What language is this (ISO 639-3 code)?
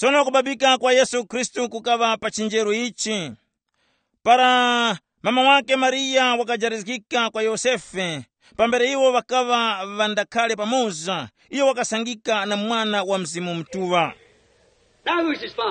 tum